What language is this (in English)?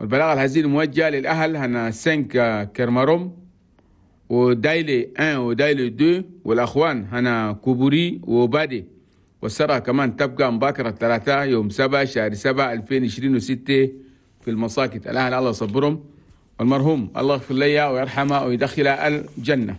Chadian Arabic